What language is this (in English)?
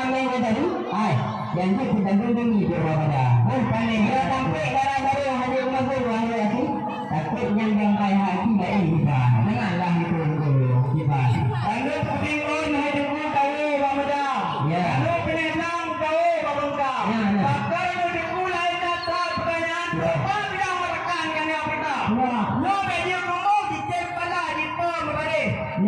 Achinese